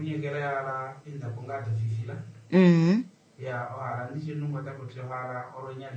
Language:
Kuanyama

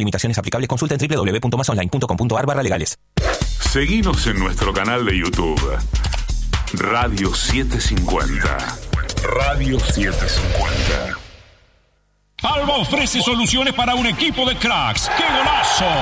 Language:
Spanish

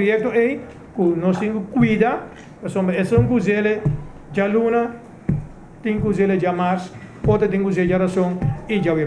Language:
Papiamento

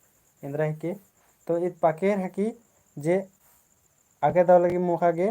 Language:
Kurukh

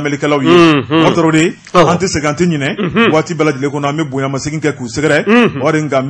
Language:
Bambara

